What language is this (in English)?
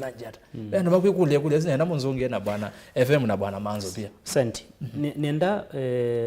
Kamba